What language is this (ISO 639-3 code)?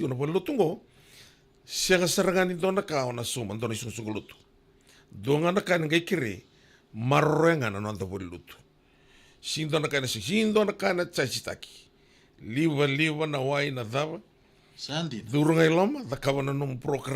fij